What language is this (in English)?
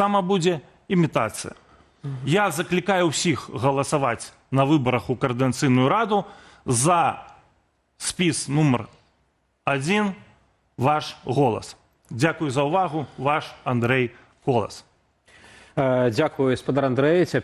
Belarusian